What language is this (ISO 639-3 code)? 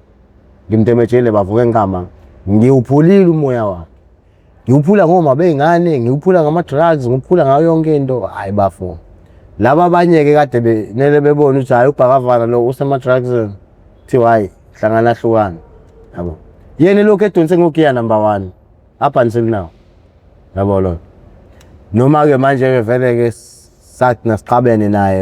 zul